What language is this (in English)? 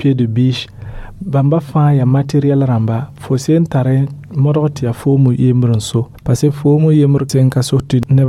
Mossi